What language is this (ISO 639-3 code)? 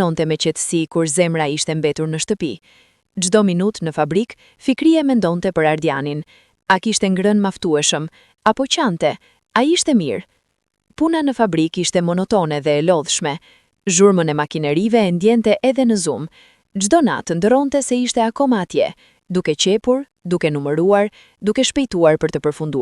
sqi